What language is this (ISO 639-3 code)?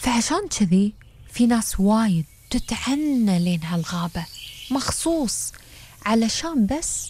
afb